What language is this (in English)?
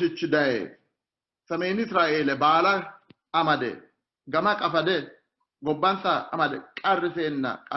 Sidamo